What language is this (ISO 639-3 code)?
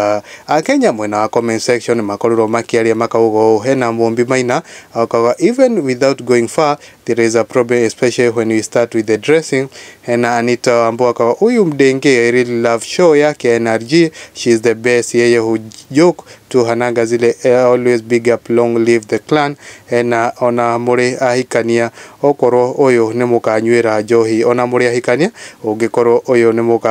kik